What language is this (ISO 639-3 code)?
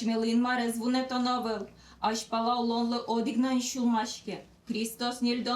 udm